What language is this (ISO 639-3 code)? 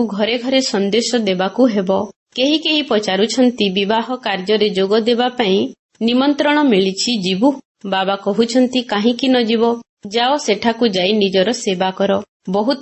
ori